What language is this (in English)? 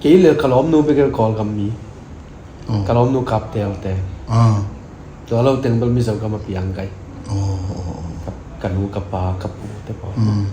Tedim Chin